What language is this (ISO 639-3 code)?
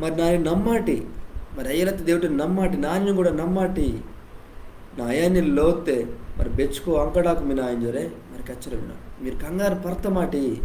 kff